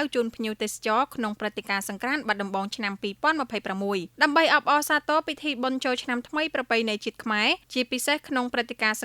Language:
Khmer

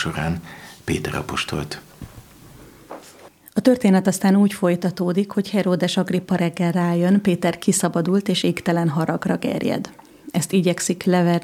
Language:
Hungarian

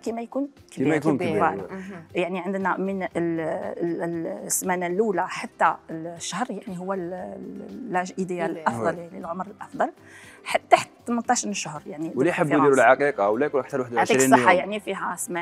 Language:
Algerian Arabic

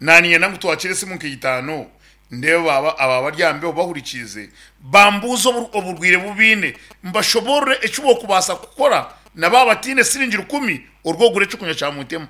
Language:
Nyankole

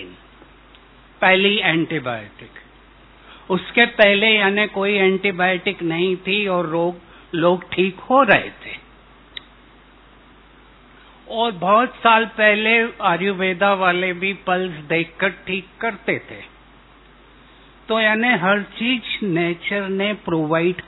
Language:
Hindi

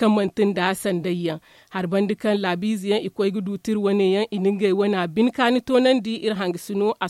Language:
Zarma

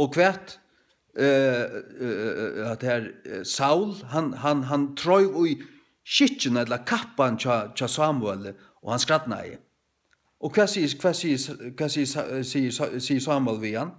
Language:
Faroese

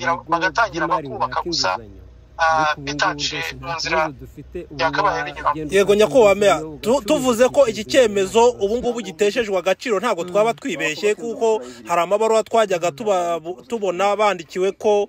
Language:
Kinyarwanda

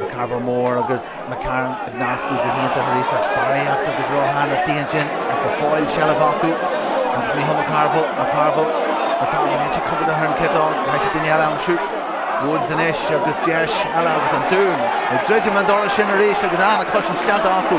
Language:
Irish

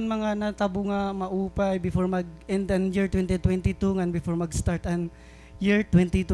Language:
Waray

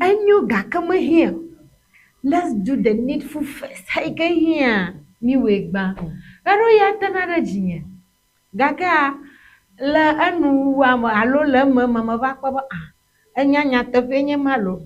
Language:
Ewe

